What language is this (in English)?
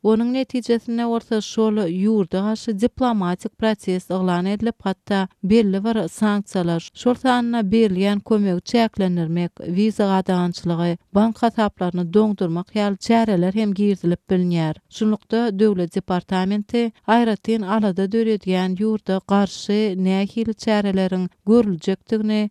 Turkmen